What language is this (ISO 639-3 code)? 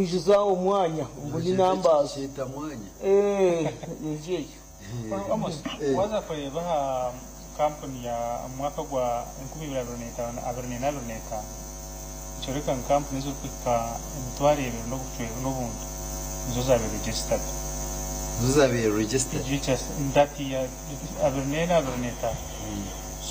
nyn